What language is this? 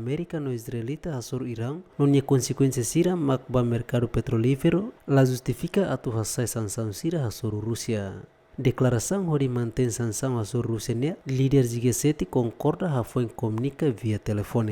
Tetum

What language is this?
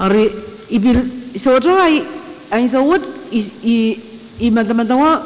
Pohnpeian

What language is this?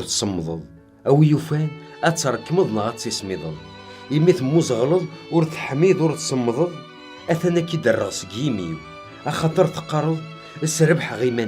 Kabyle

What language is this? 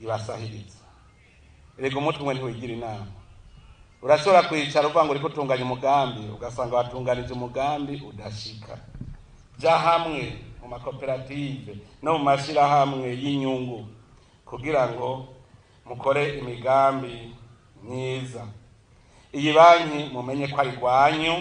Rundi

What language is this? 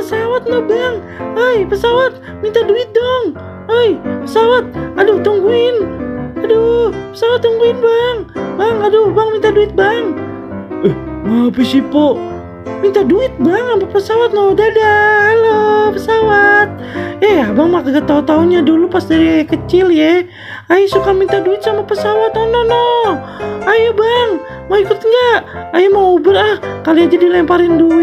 Betawi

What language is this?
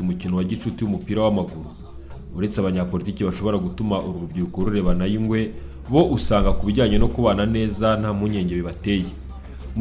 Kinyarwanda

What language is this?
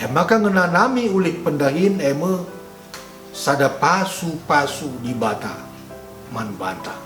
Batak Karo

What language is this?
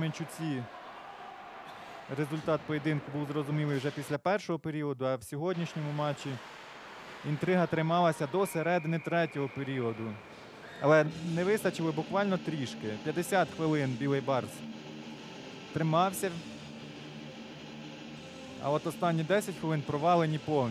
Ukrainian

